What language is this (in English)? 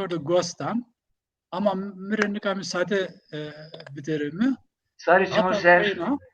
Zaza